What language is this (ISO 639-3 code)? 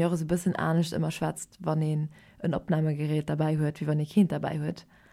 ltz